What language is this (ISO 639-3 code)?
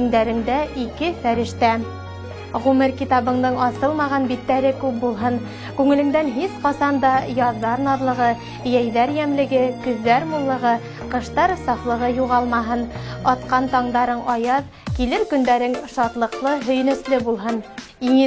bak